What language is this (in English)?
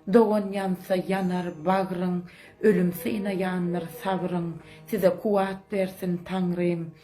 Turkmen